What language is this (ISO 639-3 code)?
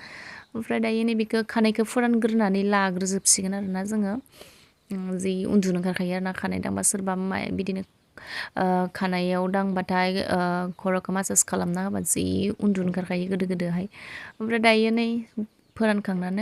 brx